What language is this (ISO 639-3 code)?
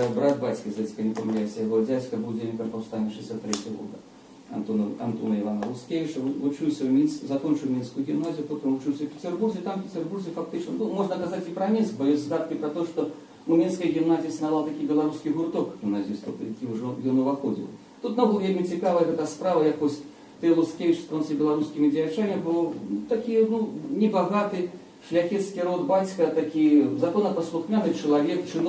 bel